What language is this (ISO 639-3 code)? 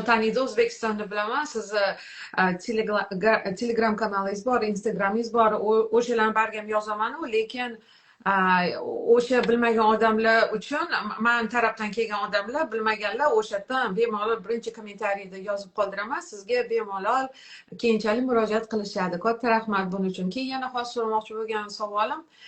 uzb